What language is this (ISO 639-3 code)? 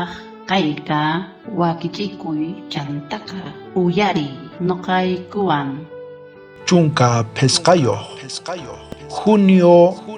quh